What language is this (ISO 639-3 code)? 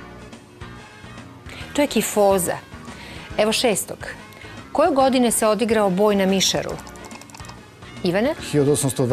srp